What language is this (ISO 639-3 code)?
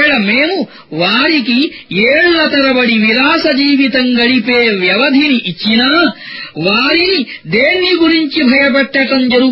tel